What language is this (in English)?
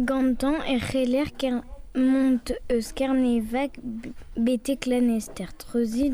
Breton